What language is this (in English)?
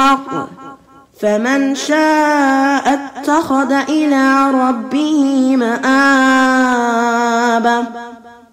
Arabic